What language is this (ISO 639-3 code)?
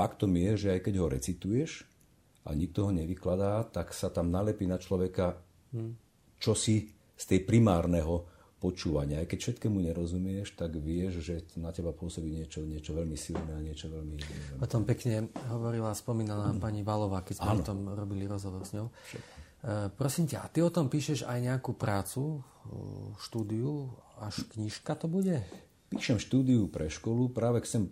slk